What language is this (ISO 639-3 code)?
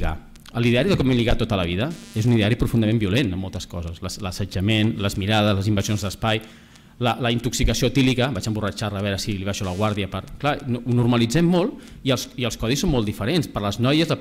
cat